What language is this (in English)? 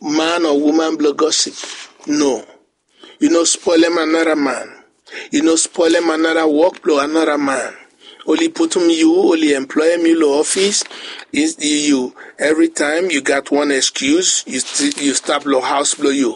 Bislama